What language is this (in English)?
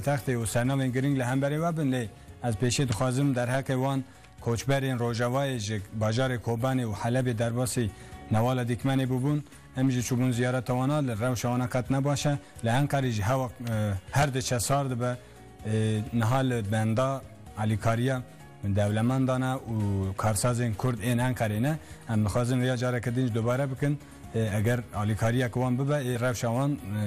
Kurdish